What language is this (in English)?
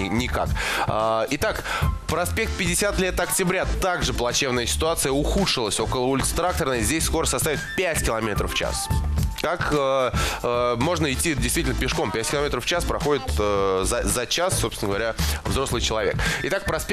Russian